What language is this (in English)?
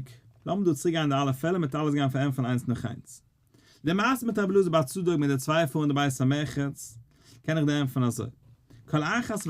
Yiddish